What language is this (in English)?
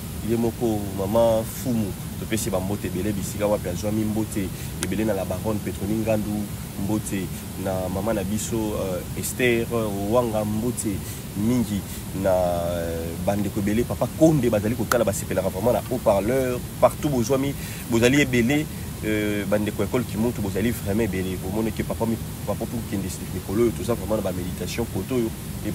Lingala